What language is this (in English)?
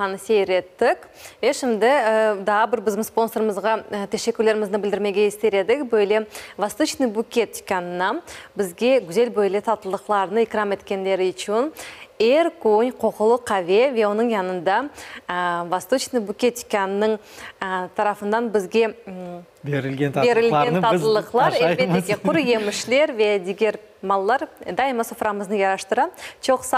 Crimean Tatar